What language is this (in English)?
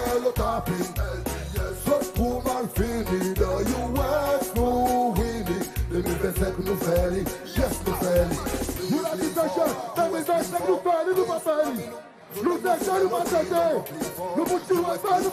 Seselwa Creole French